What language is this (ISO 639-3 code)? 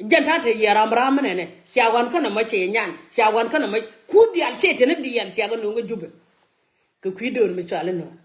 nus